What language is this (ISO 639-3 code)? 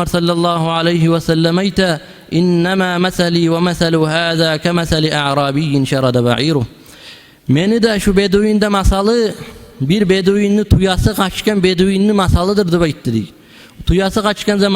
kum